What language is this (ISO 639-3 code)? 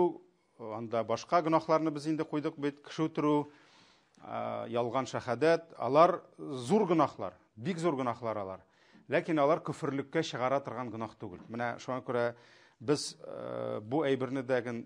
tat